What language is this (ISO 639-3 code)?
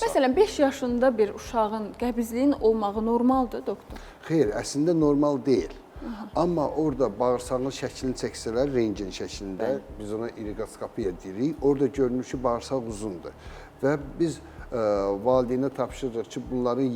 aze